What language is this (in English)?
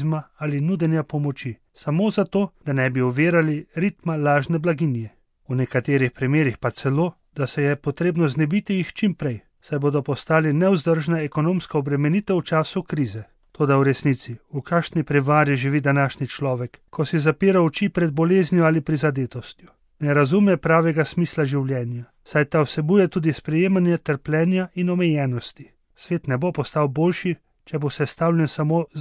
Slovenian